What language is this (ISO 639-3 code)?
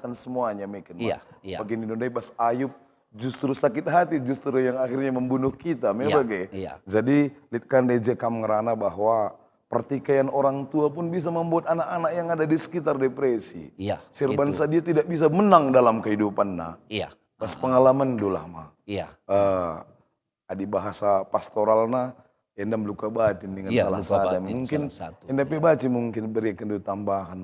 btx